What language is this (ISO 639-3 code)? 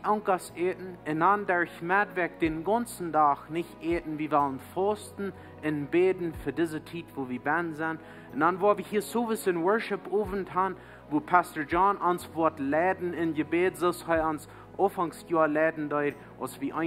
pdt